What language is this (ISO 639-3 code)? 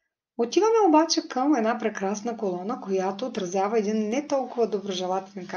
bul